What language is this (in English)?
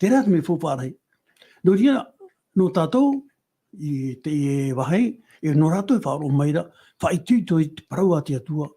Tahitian